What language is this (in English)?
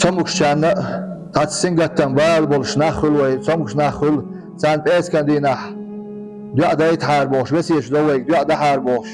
Chechen